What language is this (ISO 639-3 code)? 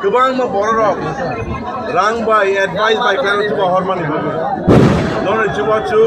trp